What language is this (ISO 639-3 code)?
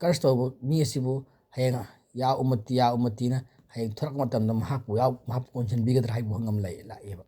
mni